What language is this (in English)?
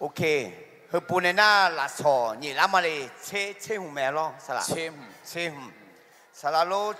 Akha